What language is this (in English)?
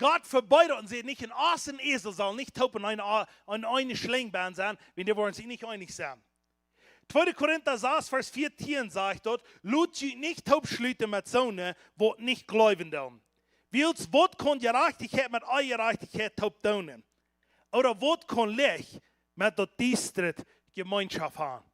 Plautdietsch